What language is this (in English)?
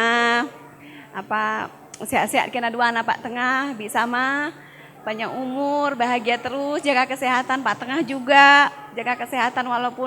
Batak Karo